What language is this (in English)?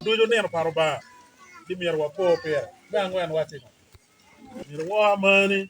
Acoli